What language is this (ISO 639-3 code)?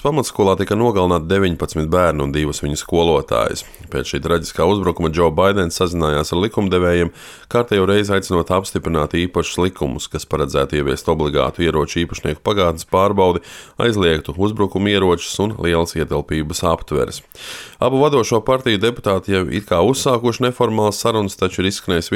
lav